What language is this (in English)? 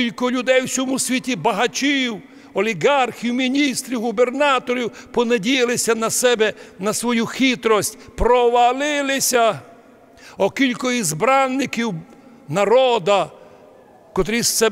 Rusyn